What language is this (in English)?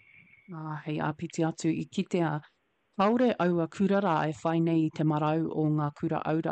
Māori